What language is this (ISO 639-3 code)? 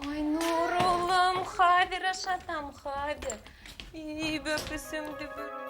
bak